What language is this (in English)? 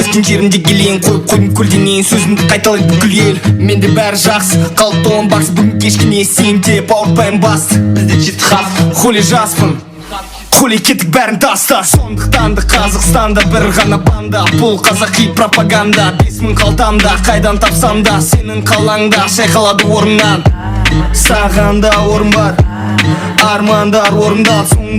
Kara-Kalpak